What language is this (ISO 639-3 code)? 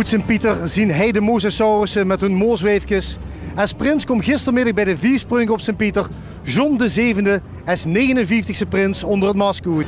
lim